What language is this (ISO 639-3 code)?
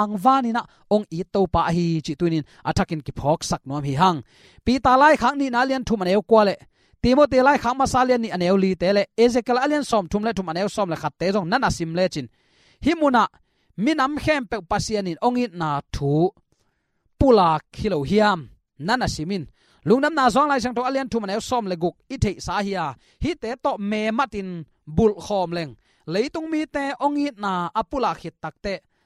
ctd